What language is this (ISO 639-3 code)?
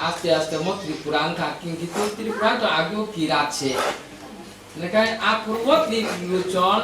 trp